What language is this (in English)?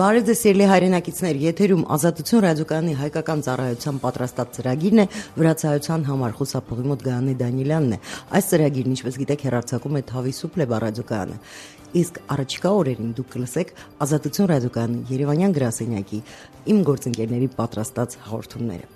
Armenian